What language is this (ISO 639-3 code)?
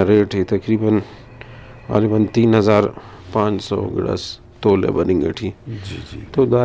brh